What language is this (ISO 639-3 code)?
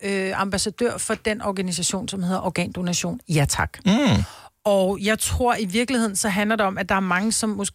dan